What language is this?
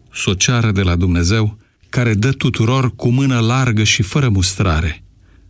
Romanian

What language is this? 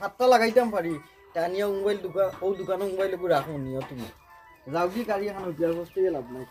Sylheti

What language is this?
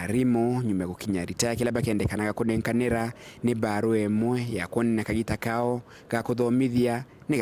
Meru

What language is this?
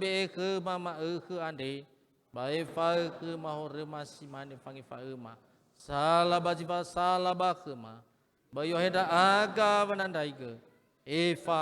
Nias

